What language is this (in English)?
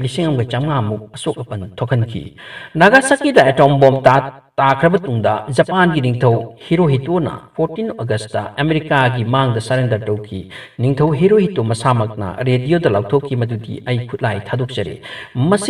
Manipuri